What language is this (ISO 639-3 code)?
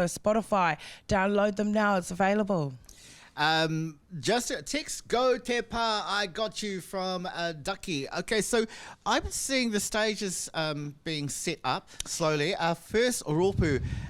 mri